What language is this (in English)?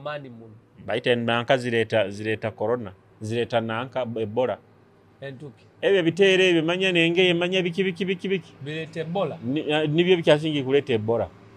Nyoro